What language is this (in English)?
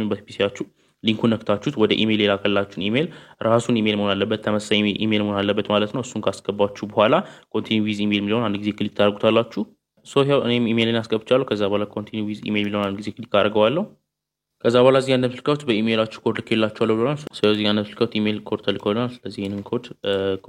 Amharic